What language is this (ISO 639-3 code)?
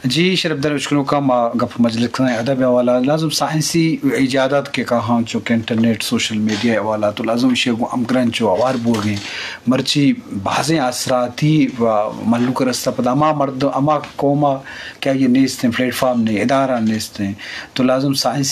bgp